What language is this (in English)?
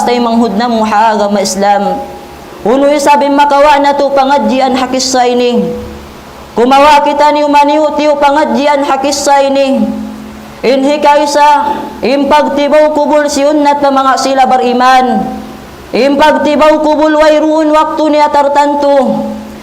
Tausug